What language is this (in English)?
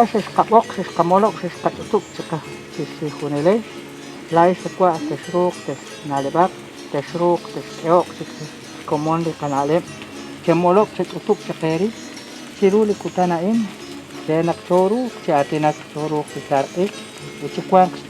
Kekchí